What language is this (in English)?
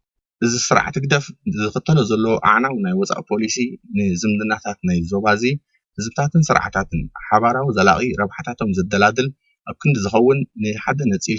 Tigrinya